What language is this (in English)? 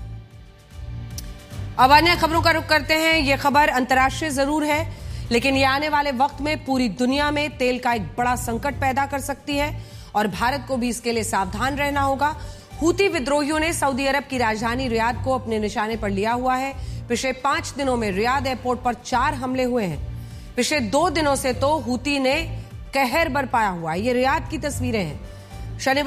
Hindi